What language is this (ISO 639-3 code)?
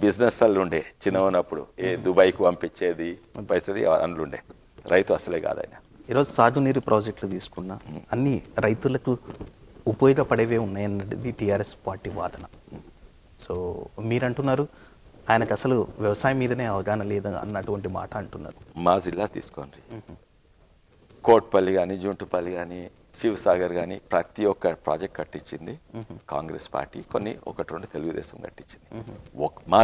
tel